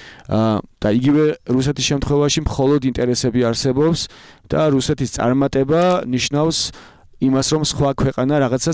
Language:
Georgian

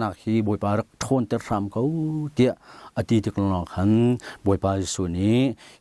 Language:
Hakha Chin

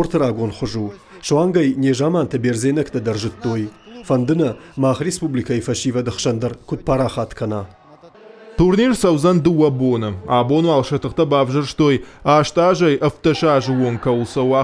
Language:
Ossetic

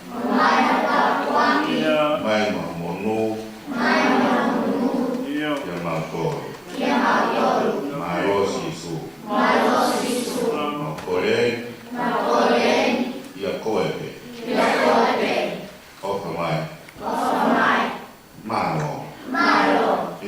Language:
Tongan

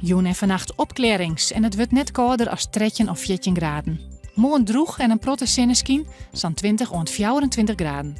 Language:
Western Frisian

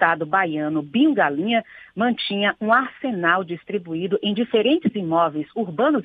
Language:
Portuguese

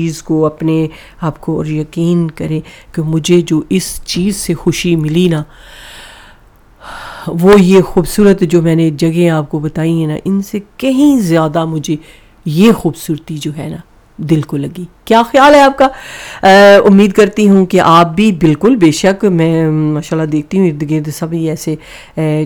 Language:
Urdu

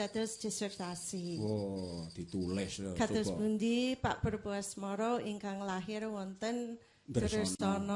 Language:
Javanese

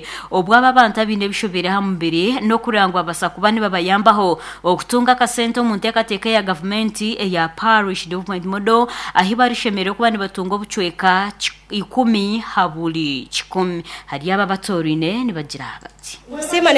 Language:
Nyankole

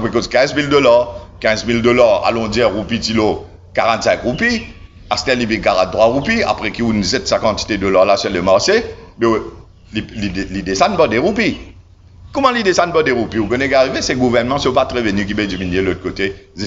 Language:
Morisyen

